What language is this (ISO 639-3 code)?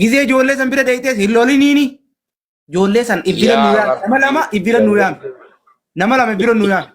orm